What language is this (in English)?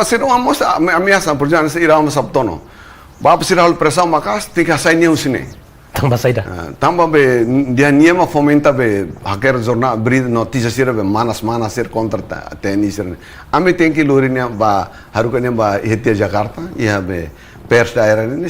Tetum